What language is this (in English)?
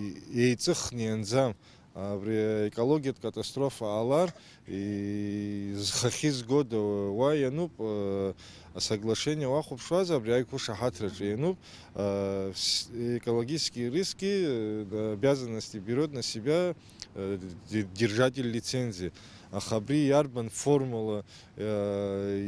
Abkhazian